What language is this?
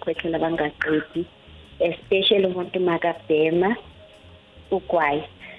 South Ndebele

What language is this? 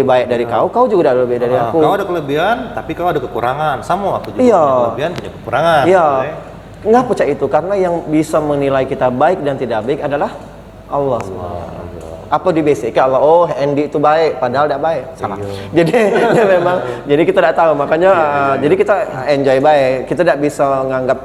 Musi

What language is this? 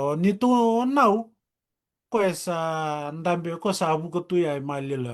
Fijian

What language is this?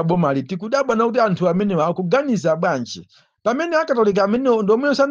Nyanja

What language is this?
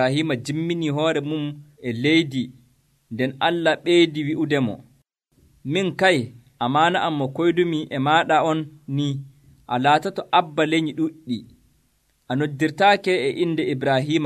Nigerian Fulfulde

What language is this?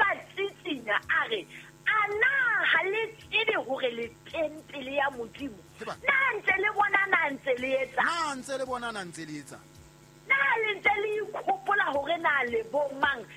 Southern Sotho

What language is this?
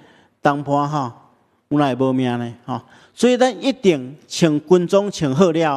Min Nan Chinese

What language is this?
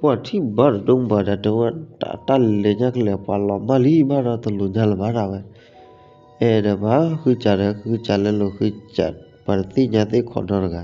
S'gaw Karen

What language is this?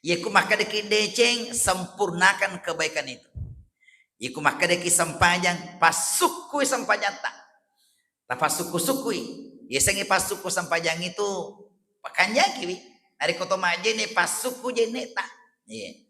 Buginese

